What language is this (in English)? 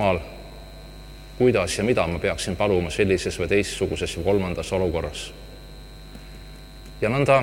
Estonian